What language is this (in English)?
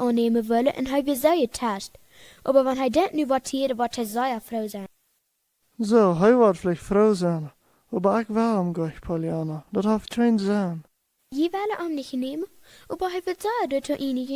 Plautdietsch